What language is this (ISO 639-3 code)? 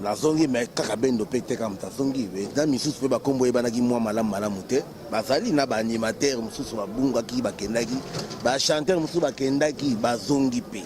lin